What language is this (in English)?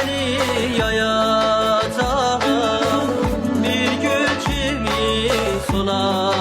South Azerbaijani